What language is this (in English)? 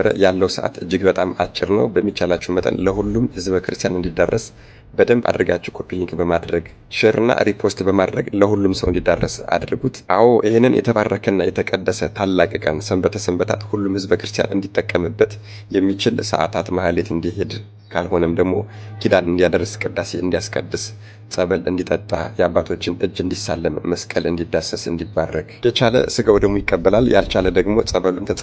Amharic